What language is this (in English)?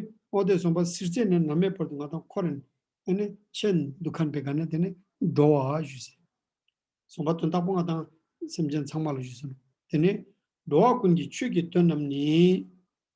Ladakhi